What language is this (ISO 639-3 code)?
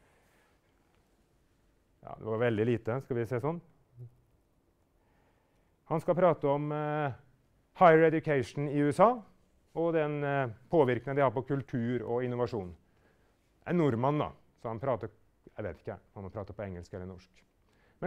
nor